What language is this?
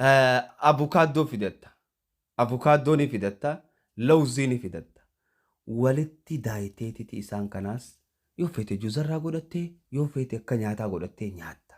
Oromo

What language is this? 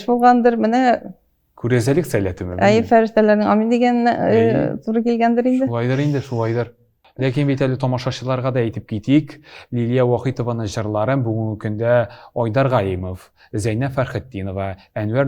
Tatar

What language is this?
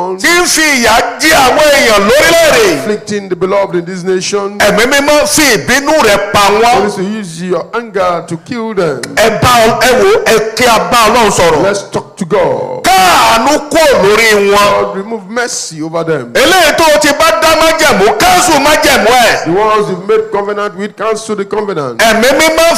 Yoruba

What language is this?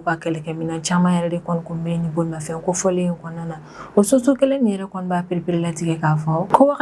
Bambara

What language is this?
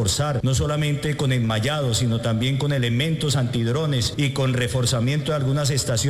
Spanish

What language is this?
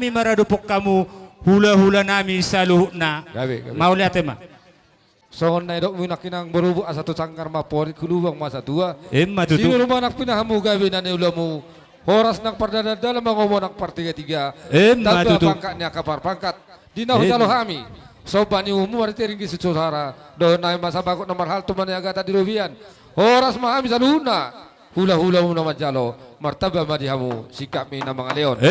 Batak Toba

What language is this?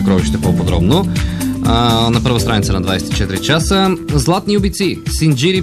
Bulgarian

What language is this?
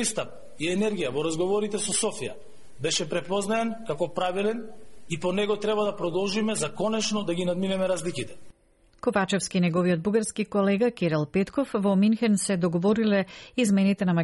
Macedonian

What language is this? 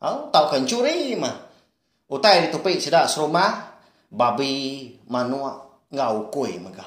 Iban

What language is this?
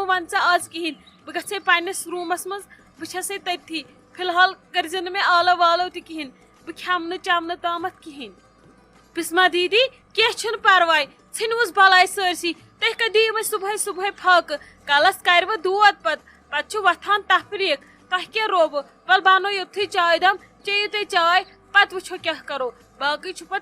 Kashmiri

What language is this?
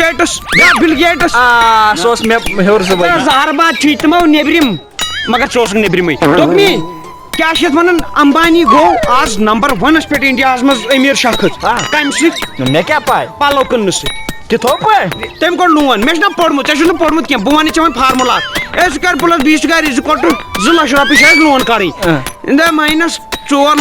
Kashmiri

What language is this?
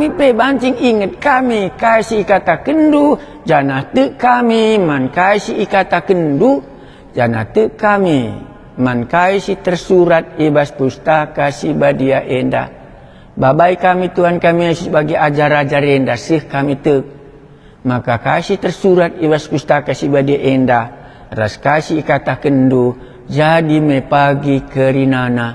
Batak Karo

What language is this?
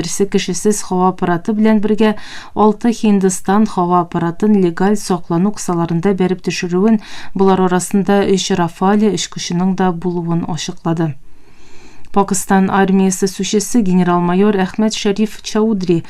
Tatar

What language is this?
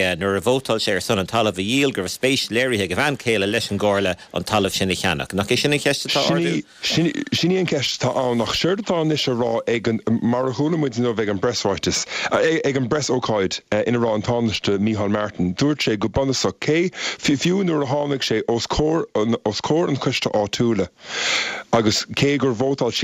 Irish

